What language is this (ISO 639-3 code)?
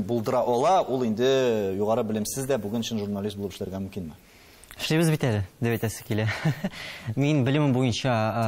tat